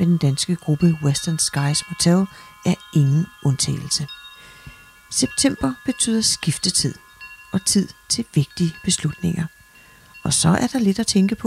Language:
Danish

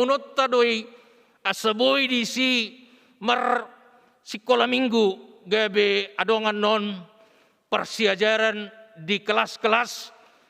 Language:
Batak Toba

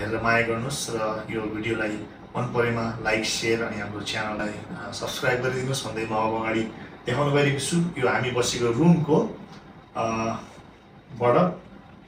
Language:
Nepali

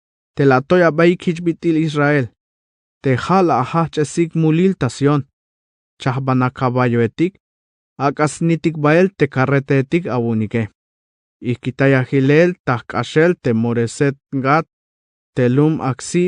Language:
Tzeltal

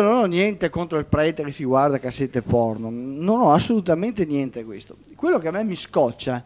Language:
Italian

